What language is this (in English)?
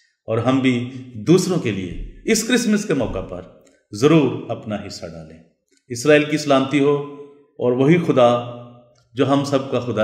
Urdu